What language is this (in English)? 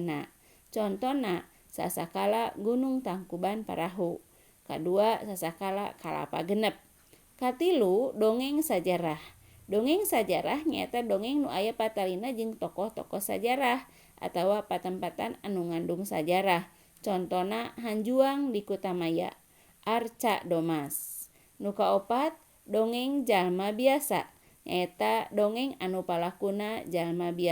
Sundanese